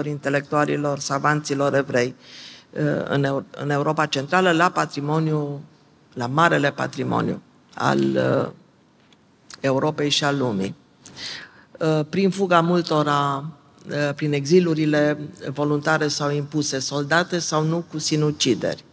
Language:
Romanian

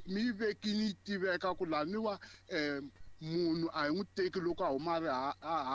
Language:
Tsonga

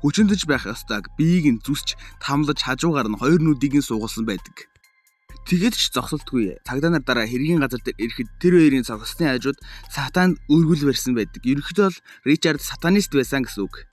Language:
Mongolian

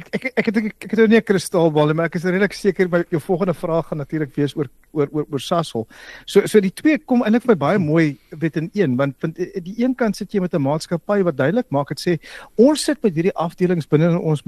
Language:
Afrikaans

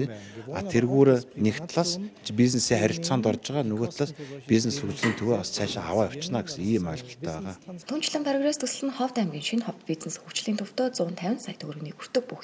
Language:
Mongolian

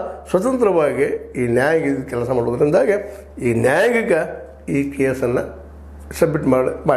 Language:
Kannada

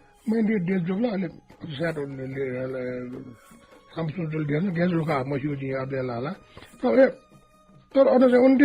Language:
Newari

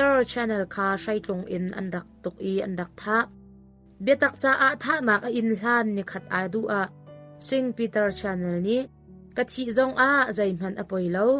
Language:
Hakha Chin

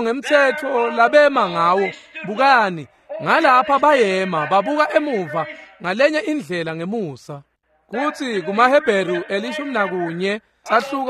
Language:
Swati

